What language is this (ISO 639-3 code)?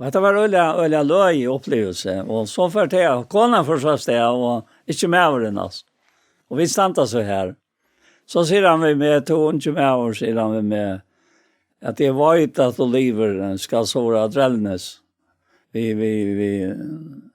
fao